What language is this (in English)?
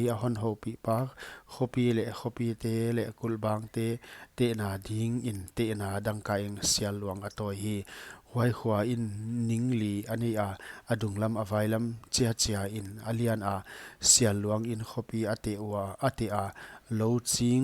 Paite Chin